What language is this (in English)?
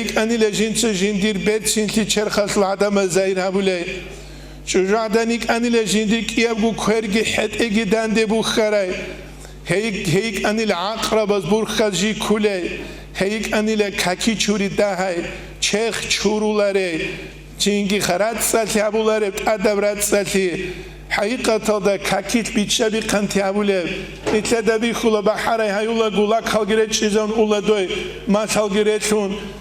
Avaric